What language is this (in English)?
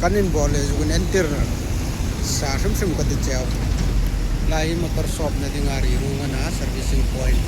Hmar